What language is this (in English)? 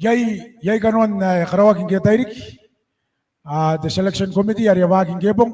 Gilbertese